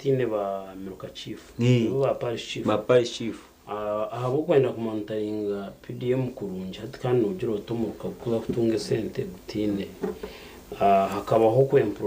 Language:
Nyankole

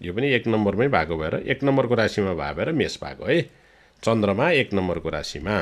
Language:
Nepali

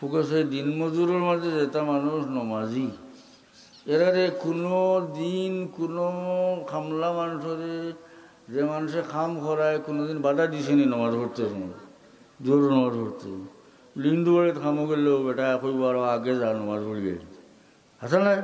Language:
Sylheti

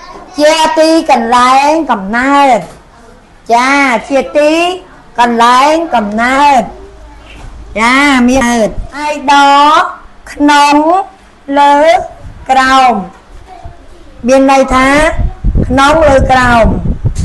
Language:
Khmer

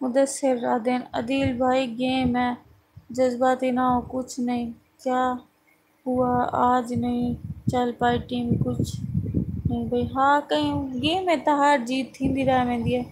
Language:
Saraiki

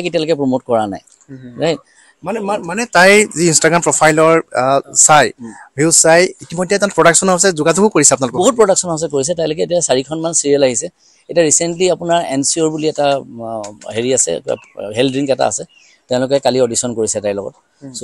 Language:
Assamese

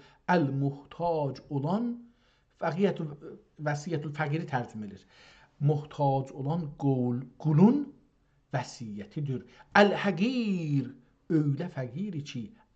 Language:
South Azerbaijani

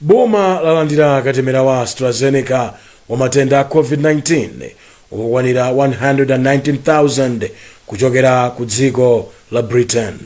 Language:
Nyanja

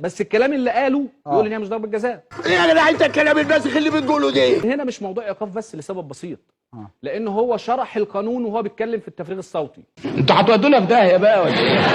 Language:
Egyptian Arabic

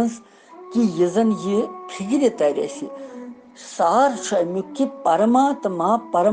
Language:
Kashmiri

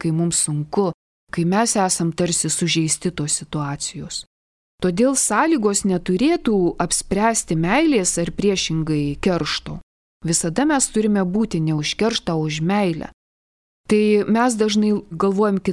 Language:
Lithuanian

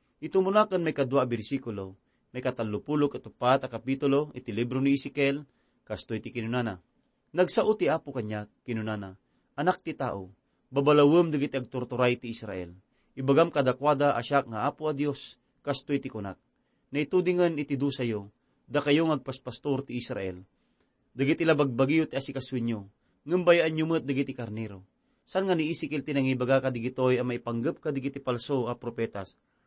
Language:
Iloko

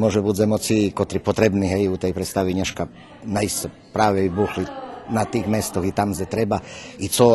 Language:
Rusyn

